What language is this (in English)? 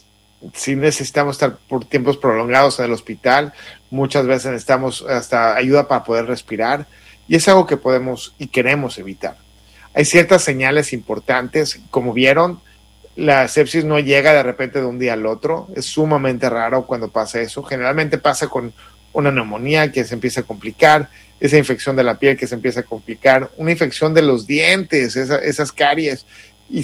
Spanish